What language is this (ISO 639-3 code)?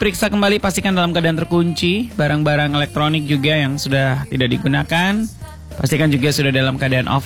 ind